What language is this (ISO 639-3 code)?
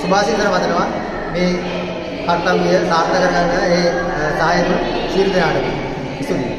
sin